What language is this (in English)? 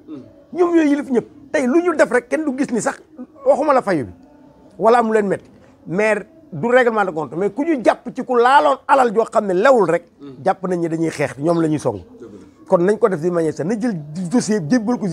Wolof